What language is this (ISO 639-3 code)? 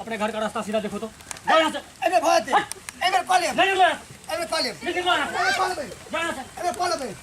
mai